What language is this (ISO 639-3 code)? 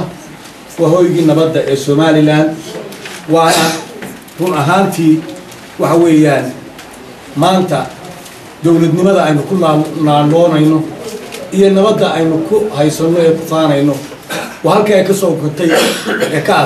som